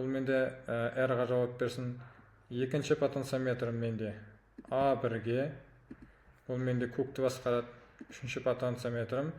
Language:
Kazakh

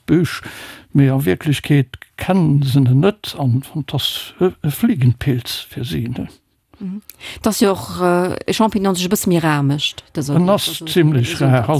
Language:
Luxembourgish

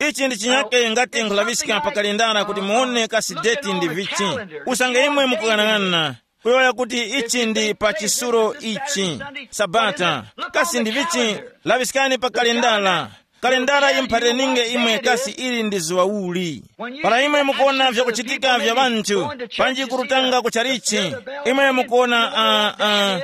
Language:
Tumbuka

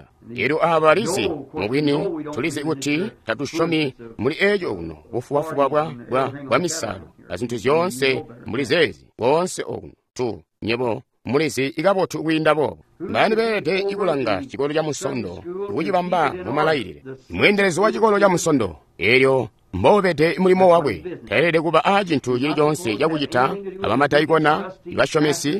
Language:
Tonga (Zambia)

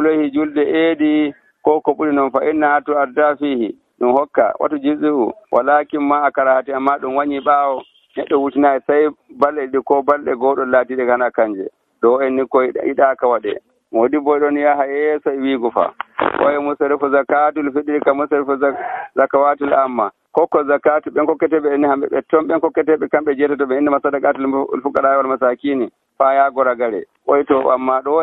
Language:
Nigerian Fulfulde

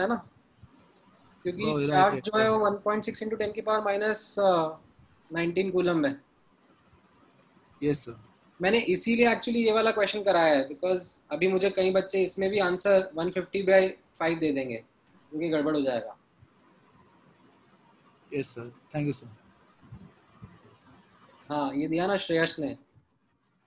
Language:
Hindi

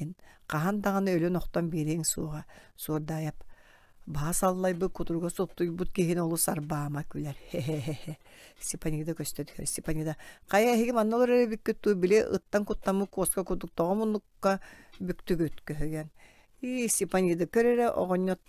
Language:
Yakut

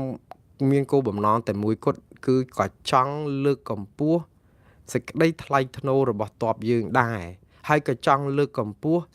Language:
Khmer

